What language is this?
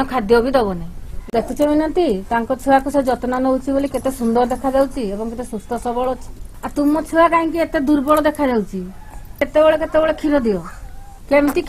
Odia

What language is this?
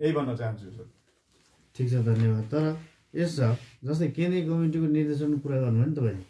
Nepali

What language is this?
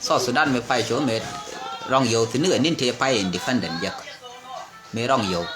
Nuer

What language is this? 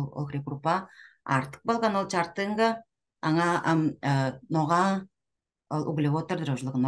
Tuvinian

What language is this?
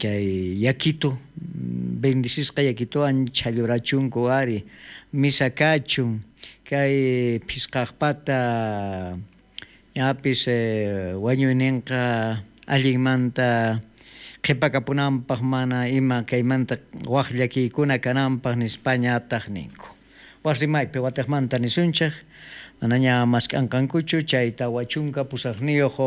South Bolivian Quechua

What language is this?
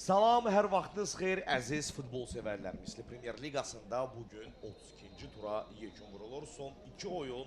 Azerbaijani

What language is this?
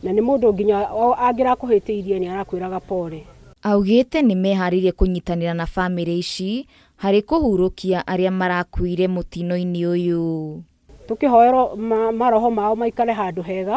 Kikuyu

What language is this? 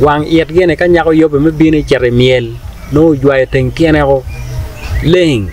Acoli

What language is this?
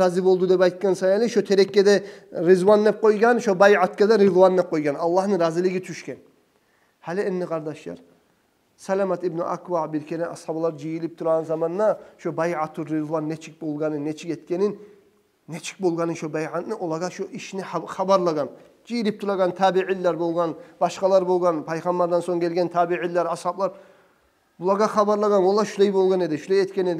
Kumyk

